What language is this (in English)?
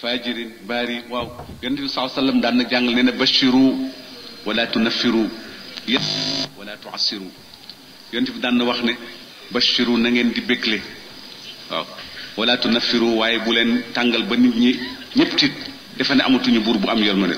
Wolof